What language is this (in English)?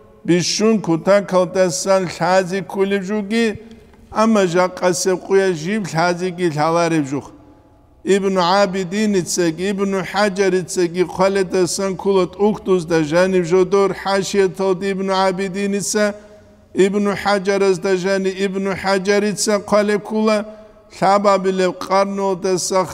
Avaric